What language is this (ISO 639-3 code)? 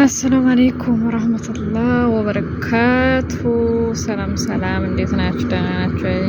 amh